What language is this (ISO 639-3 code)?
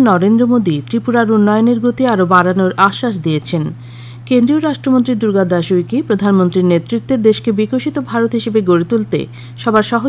ben